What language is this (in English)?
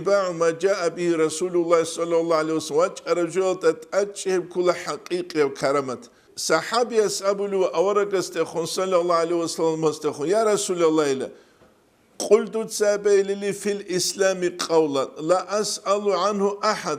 Avaric